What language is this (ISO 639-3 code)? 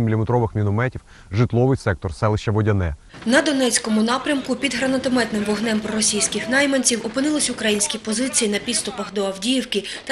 ukr